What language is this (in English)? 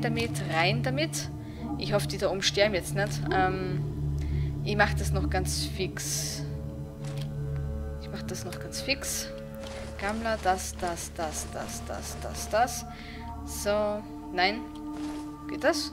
German